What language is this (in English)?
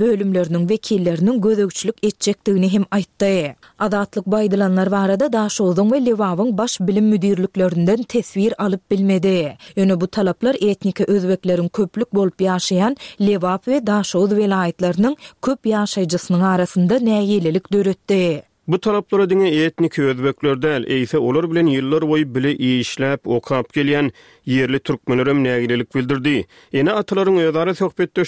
Turkmen